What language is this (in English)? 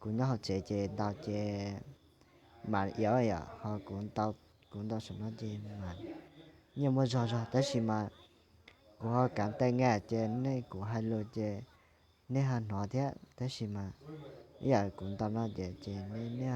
Hmong